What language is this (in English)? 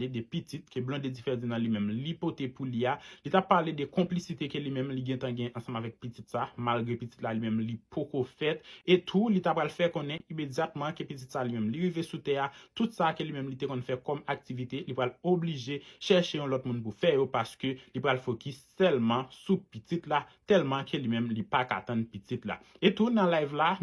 Haitian Creole